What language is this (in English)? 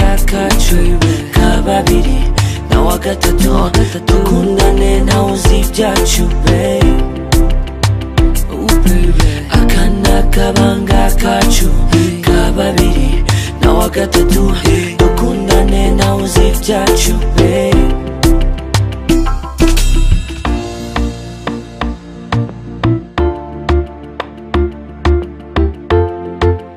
Kinyarwanda